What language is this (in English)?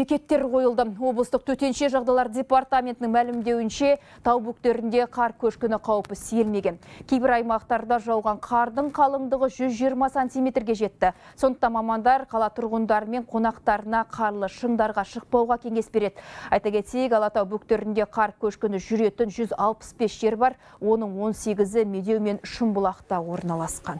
Kazakh